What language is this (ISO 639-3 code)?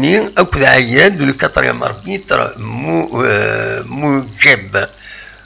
kab